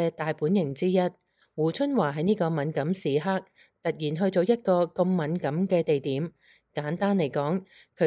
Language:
Cantonese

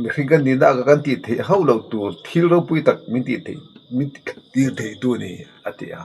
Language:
Mizo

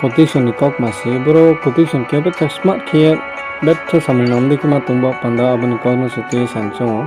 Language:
Riang (India)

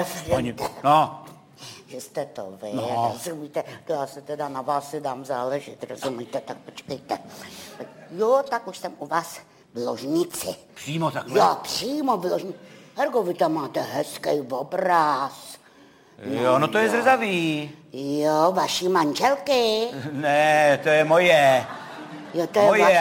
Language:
Czech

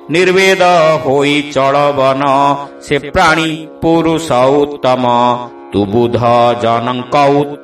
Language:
Odia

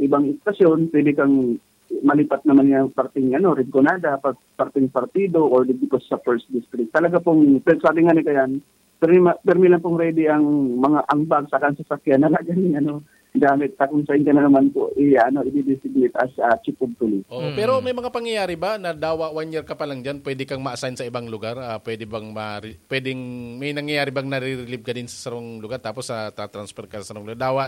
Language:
Bikol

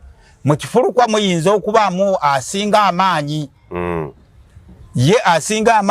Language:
Ganda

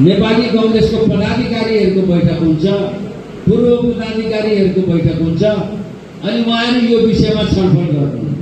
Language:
Nepali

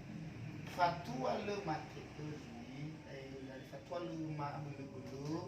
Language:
Nias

